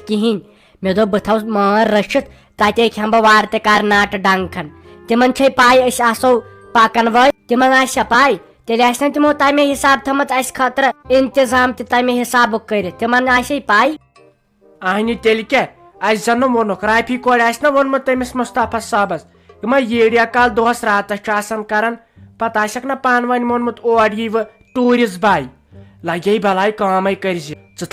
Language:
Kashmiri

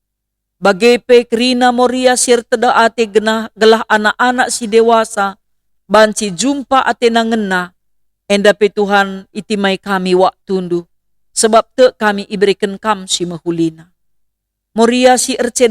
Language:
Batak Karo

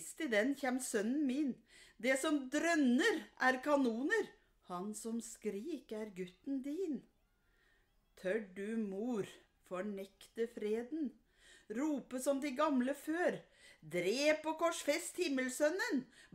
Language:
Norwegian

